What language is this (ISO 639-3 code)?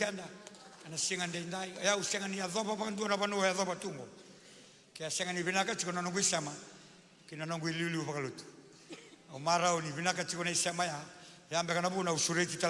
fij